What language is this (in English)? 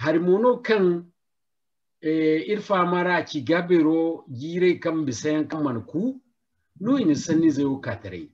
Zarma